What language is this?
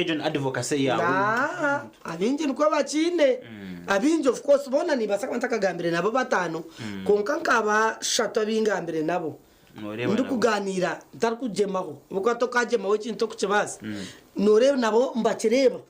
Nyankole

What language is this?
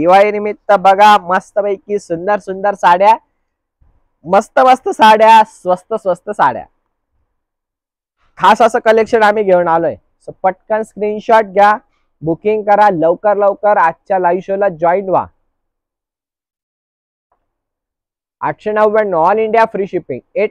Marathi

